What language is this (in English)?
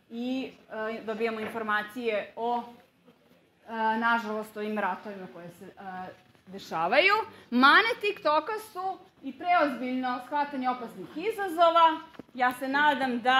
Serbian